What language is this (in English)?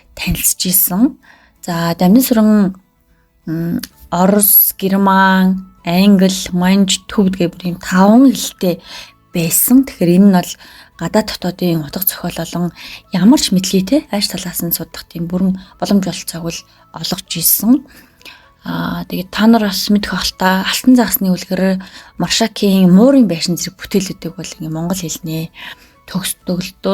Mongolian